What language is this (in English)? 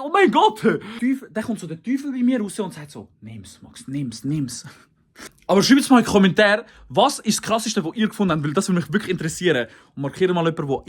Swiss German